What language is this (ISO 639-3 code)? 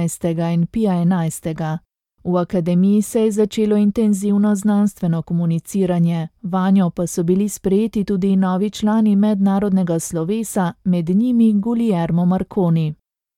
slv